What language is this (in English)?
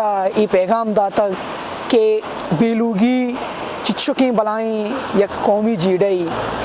Baluchi